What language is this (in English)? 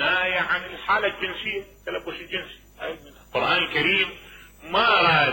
Mesopotamian Arabic